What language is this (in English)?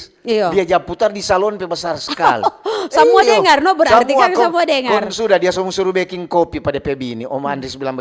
Manado Malay